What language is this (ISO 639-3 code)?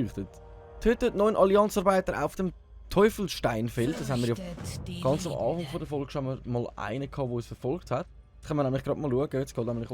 gsw